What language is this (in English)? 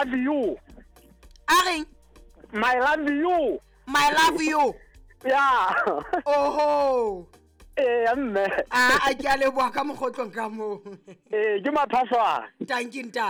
Southern Sotho